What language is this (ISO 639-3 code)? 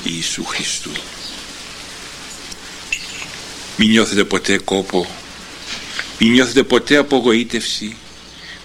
ell